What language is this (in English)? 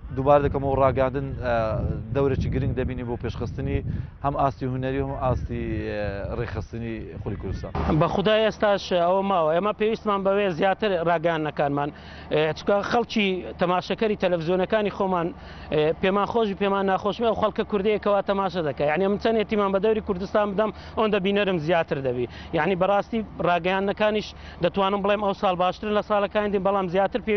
Central Kurdish